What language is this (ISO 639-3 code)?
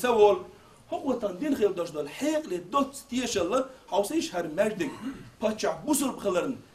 che